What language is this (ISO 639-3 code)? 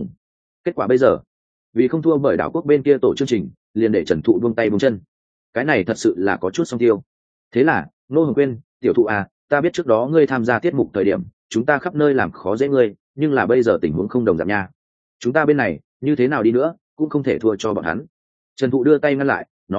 vie